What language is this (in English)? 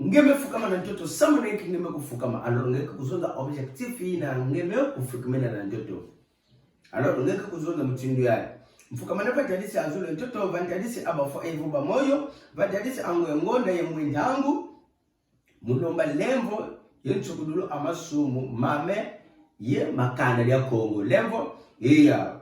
Kituba (Democratic Republic of Congo)